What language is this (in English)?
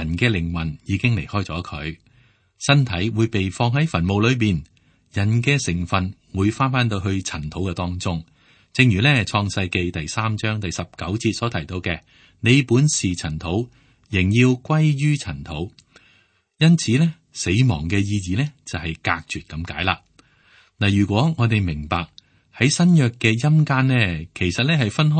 Cantonese